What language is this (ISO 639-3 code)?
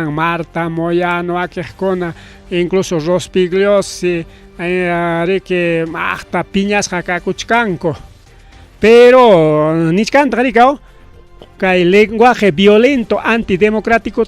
quy